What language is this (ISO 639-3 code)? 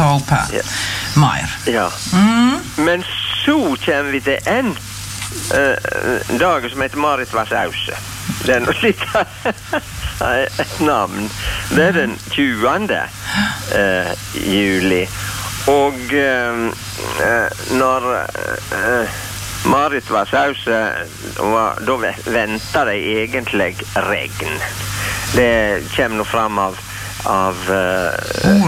nor